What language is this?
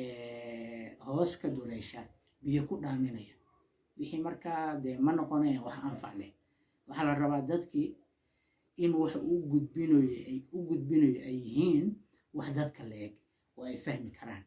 Somali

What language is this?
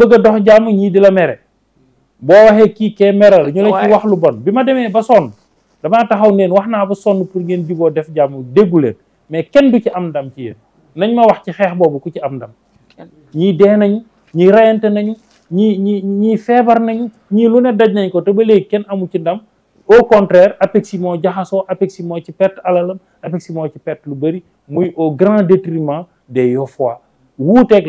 Wolof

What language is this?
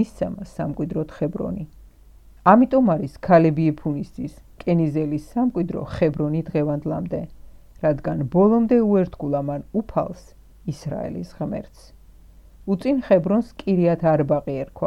Georgian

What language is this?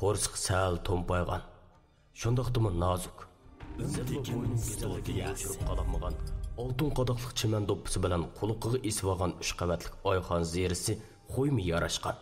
Uyghur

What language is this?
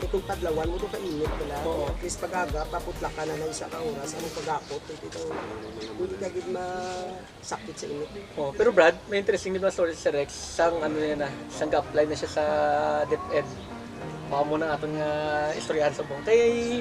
Hiligaynon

